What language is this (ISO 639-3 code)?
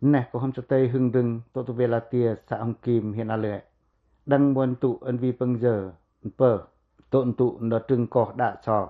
pac